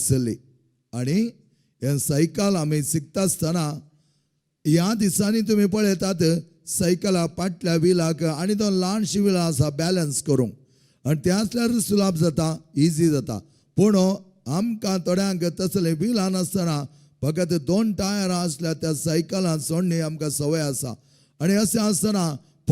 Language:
Konkani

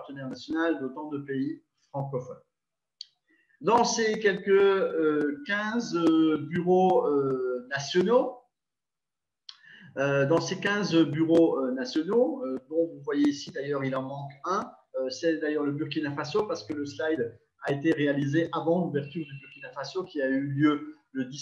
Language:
French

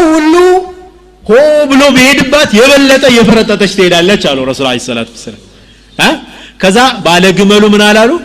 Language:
Amharic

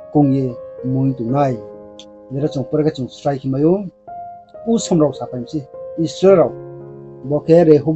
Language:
Riang (India)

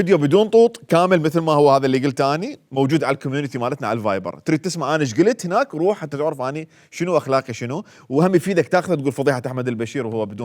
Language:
Mesopotamian Arabic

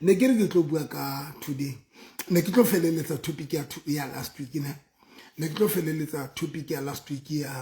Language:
Southern Sotho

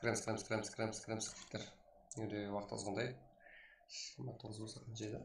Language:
Kara-Kalpak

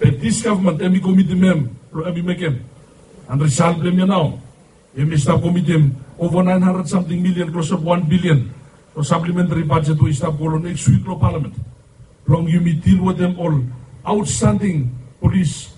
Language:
Bislama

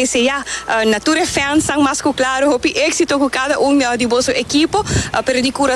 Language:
Papiamento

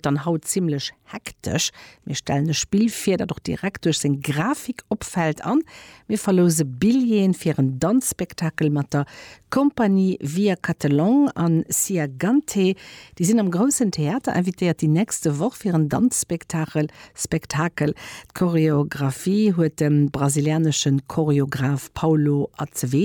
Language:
Luxembourgish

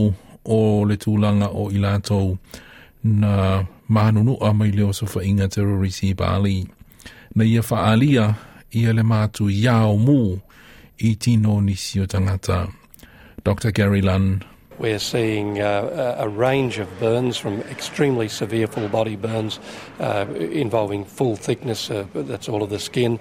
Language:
Samoan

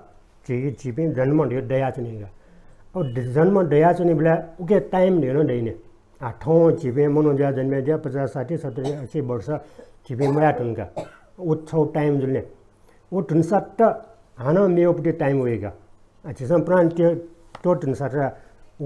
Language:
Newari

